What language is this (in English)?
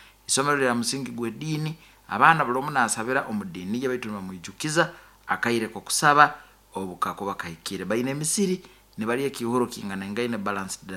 Nyoro